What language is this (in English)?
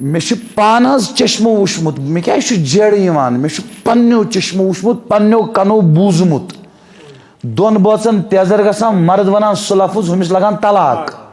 Kashmiri